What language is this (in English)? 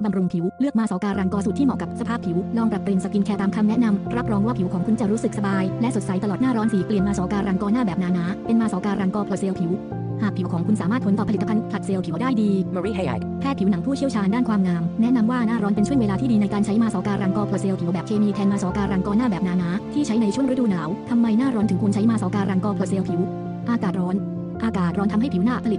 Thai